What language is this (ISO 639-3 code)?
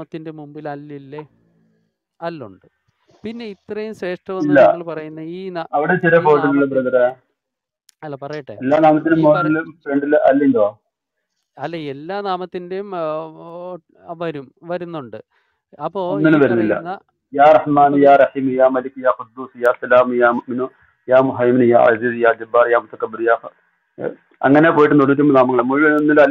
mal